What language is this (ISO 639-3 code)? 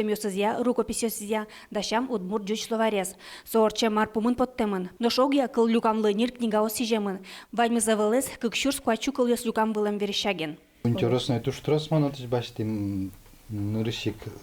udm